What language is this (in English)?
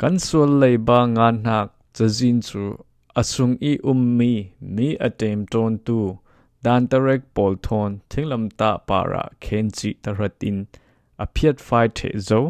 Falam Chin